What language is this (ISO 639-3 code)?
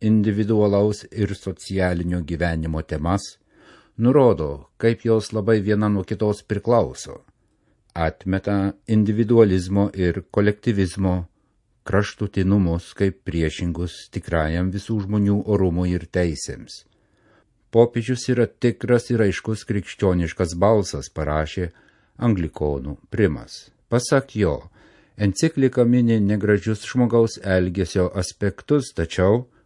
lit